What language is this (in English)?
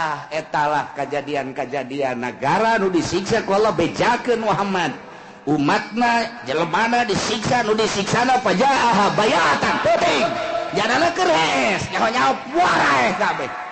Sundanese